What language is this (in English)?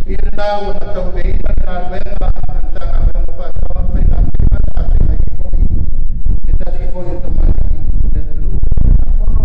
Samoan